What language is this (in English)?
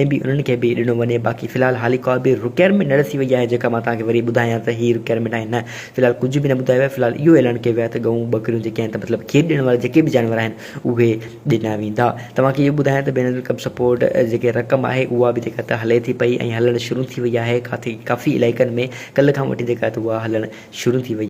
Sindhi